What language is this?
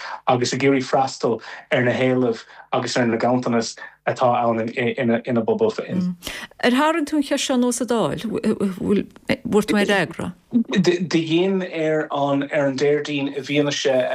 Irish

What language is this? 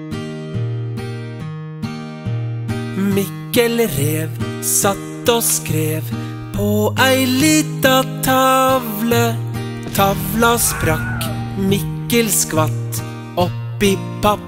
Norwegian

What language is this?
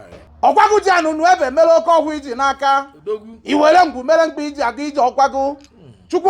Igbo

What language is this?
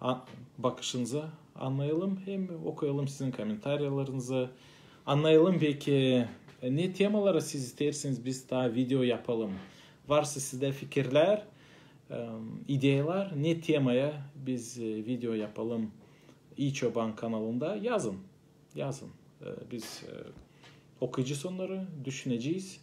Gagauz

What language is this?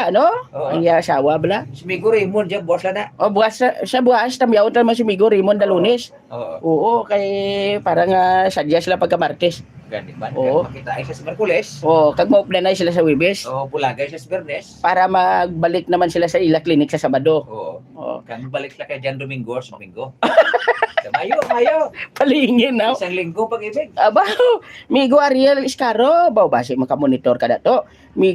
Hiligaynon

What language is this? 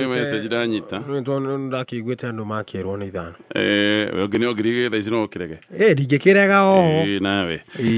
Kikuyu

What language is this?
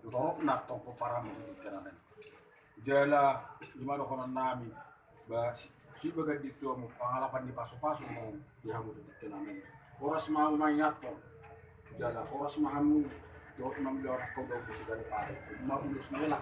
Batak Toba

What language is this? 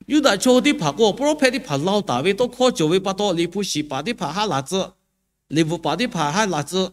Lahu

